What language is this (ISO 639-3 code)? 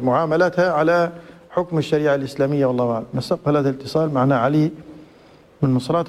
ara